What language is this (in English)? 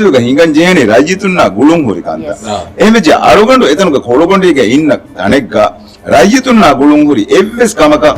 Divehi